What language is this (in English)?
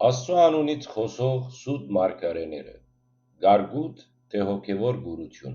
Western Armenian